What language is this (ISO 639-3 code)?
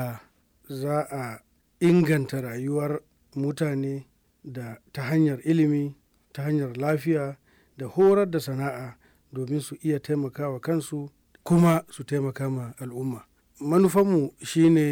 hau